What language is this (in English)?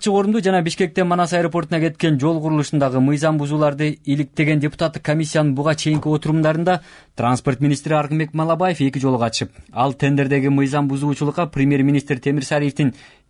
Kyrgyz